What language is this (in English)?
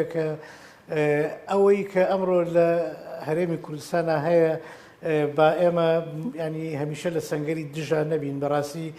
Central Kurdish